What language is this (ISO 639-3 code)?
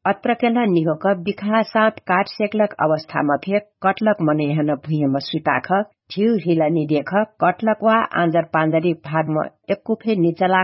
thl